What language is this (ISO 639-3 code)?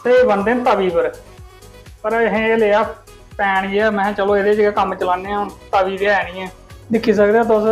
doi